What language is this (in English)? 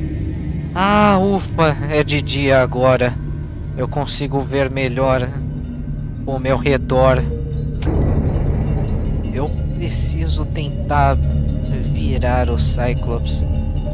Portuguese